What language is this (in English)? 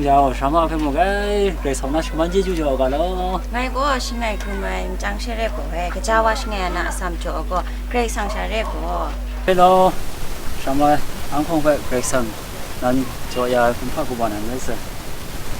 Kachin